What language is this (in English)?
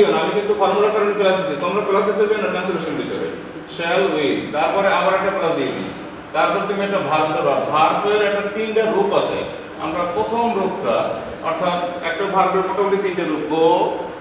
Bangla